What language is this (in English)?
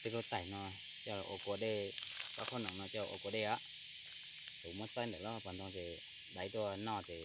Hmong